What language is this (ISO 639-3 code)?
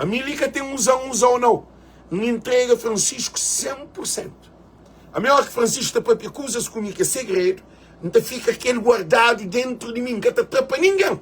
kea